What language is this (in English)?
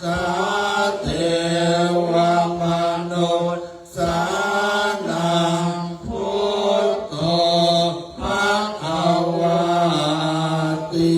Pali